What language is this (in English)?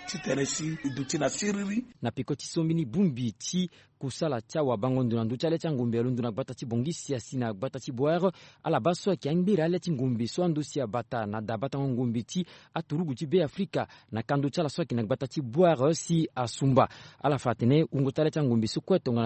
Sango